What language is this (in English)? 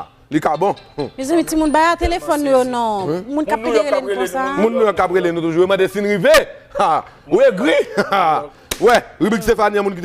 Haitian Creole